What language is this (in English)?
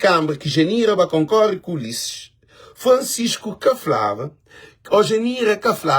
Kabuverdianu